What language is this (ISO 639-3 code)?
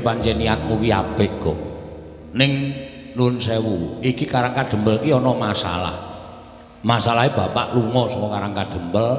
jav